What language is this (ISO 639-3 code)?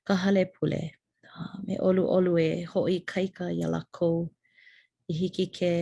haw